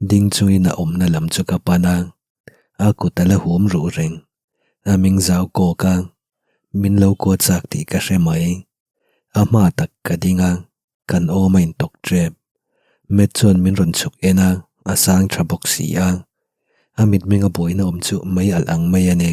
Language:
Mizo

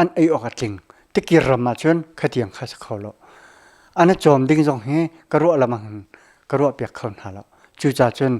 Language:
Hakha Chin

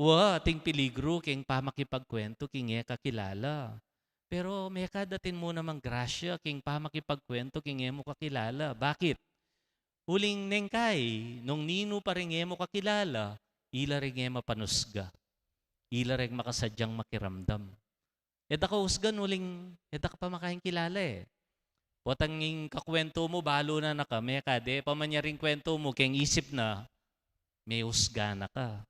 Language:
Pampanga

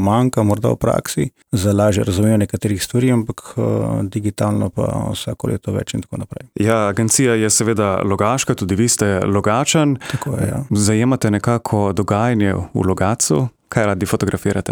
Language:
Slovenian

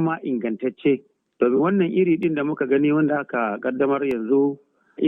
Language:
Hausa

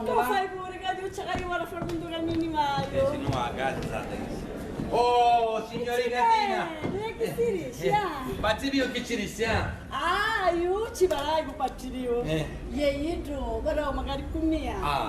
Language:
Sicilian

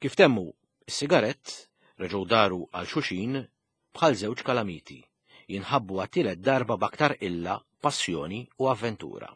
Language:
Maltese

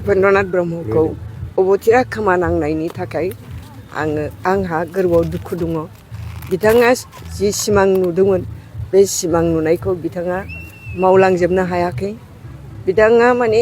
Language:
Bodo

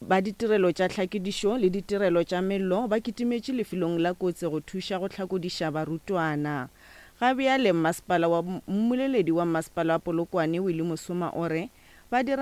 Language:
Northern Sotho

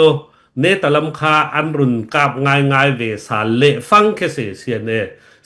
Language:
Falam Chin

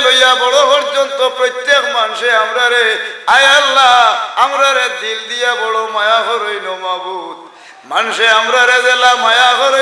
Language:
Sylheti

